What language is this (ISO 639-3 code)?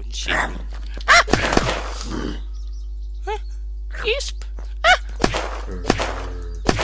dan